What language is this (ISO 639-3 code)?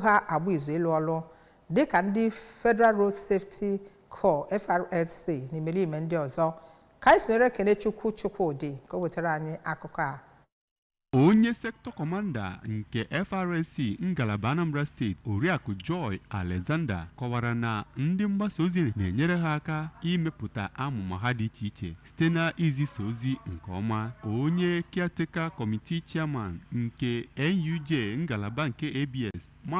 ibo